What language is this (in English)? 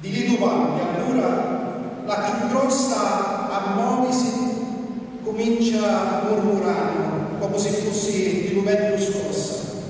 Sicilian